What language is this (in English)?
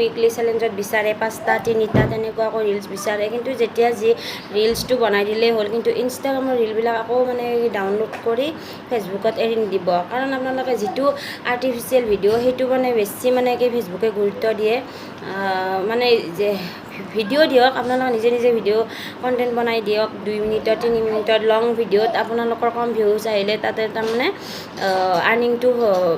Assamese